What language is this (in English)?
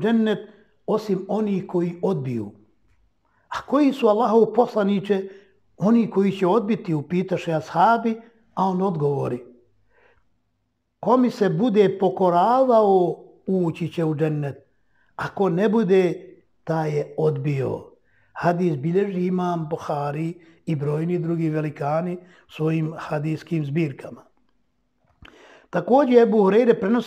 Bosnian